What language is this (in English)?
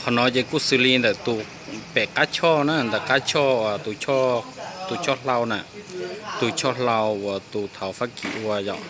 Hmong